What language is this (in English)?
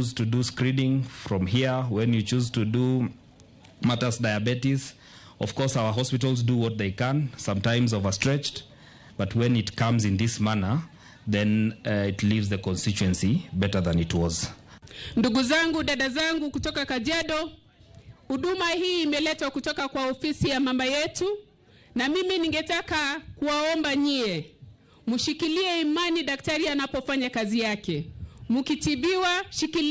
Luo (Kenya and Tanzania)